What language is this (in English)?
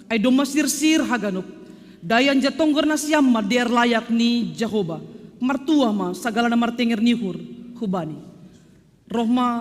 Batak Simalungun